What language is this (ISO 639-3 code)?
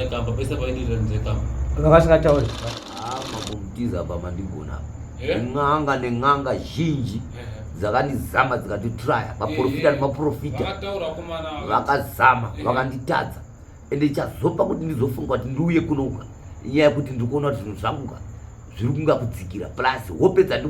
sna